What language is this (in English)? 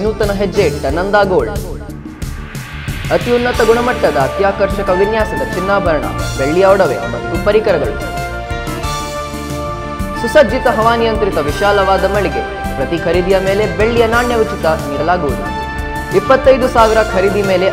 Kannada